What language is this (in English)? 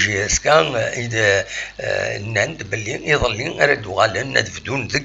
Kabyle